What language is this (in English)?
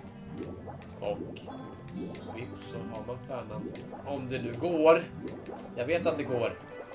Swedish